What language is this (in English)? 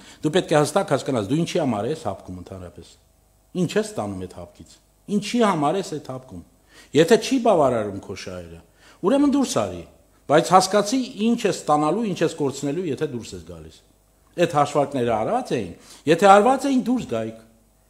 Armenian